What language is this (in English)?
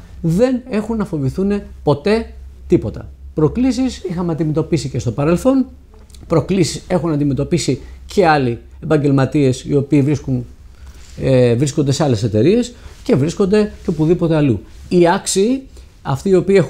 Greek